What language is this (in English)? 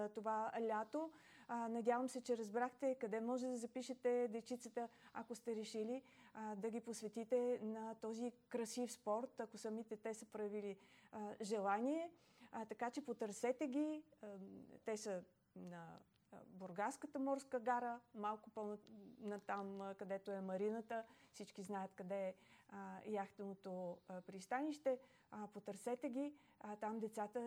Bulgarian